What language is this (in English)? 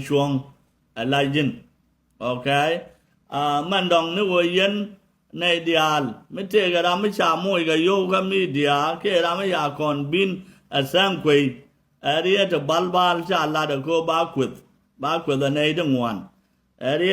Nuer